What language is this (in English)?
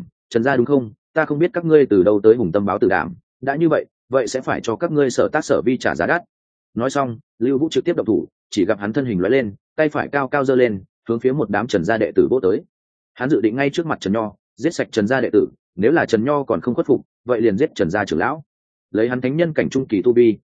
Vietnamese